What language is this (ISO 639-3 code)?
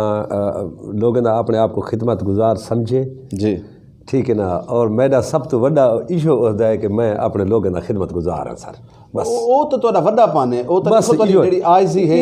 skr